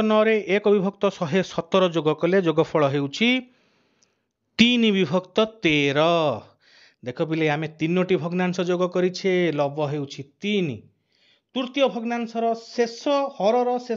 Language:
Odia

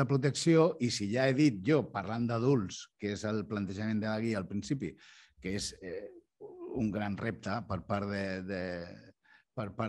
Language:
Catalan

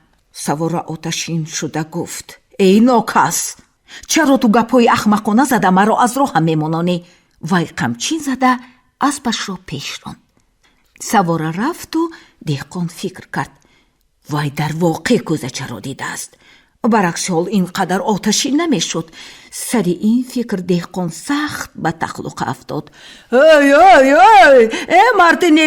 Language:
Tajik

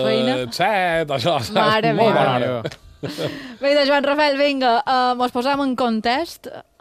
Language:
Catalan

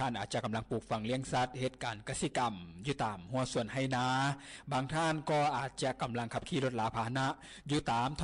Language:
Lao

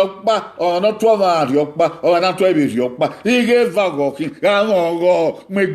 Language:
Bini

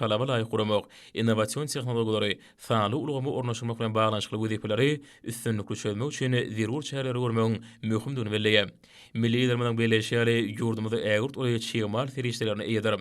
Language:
Turkmen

